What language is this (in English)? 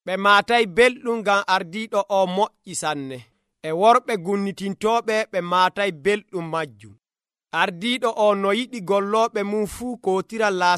Nigerian Fulfulde